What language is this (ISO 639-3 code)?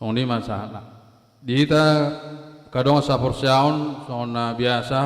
bbc